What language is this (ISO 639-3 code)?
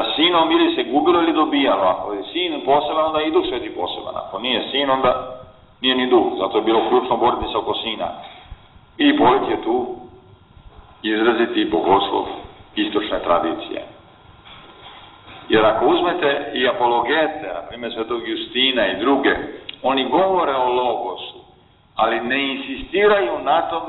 srp